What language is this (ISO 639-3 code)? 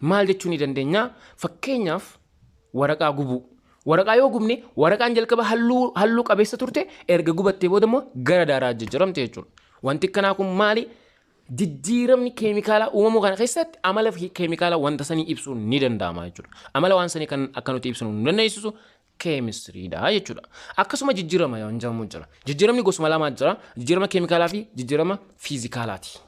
orm